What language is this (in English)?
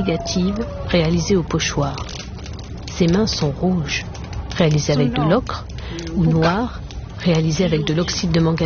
French